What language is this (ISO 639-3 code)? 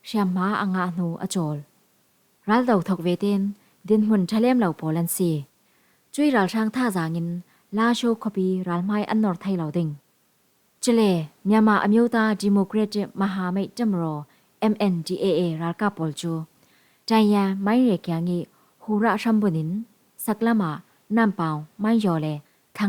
cfm